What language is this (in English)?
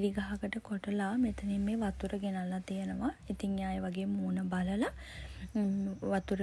Sinhala